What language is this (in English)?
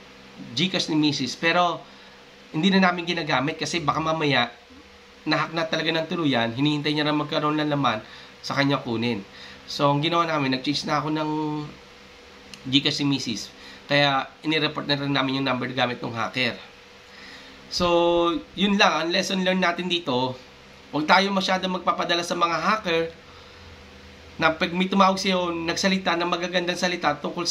Filipino